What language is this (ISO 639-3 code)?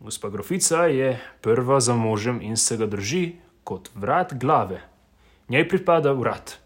slv